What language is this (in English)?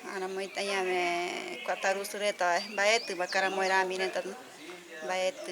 Guarani